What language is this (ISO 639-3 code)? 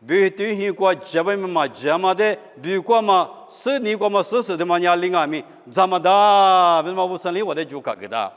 lis